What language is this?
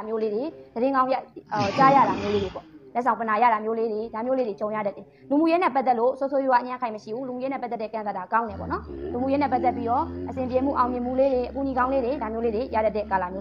Burmese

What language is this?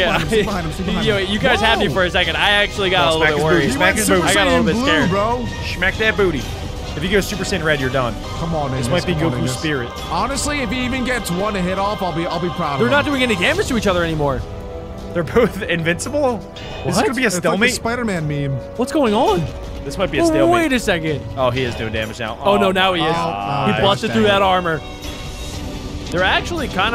English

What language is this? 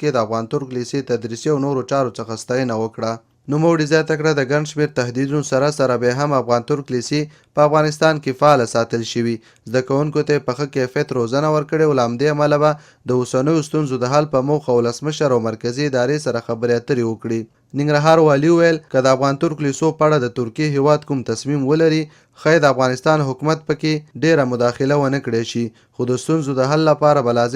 Pashto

